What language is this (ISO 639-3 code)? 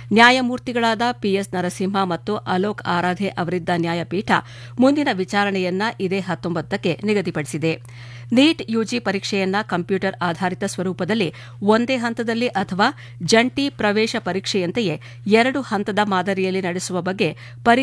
kan